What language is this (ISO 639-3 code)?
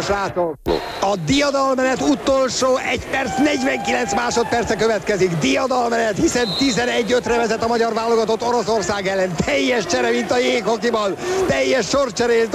hun